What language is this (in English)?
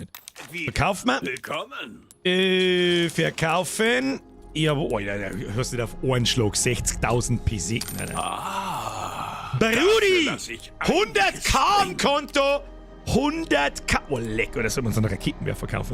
Bavarian